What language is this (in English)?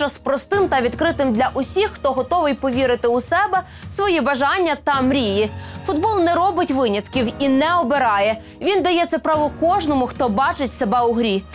Ukrainian